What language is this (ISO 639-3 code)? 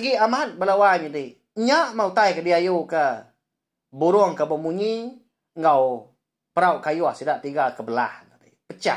iba